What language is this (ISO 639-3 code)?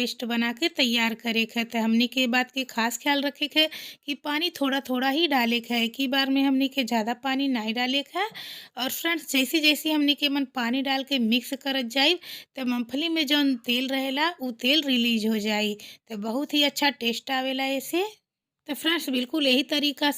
bho